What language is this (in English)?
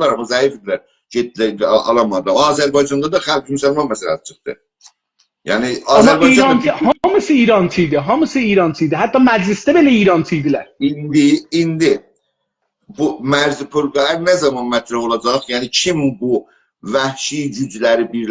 South Azerbaijani